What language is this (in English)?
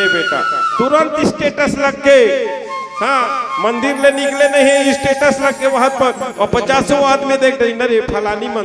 Chhattisgarhi